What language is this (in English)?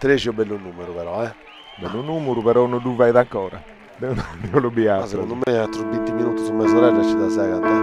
Sardinian